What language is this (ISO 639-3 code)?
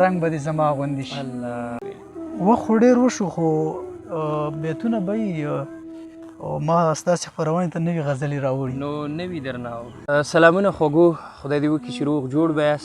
pus